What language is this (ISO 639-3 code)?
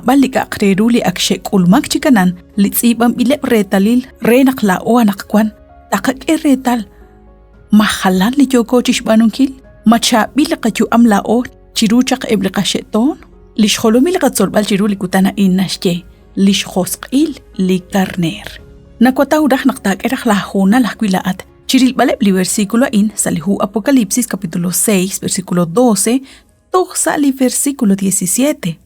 kek